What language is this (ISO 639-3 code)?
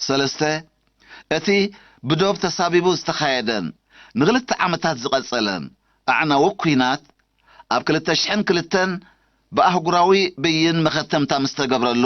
tir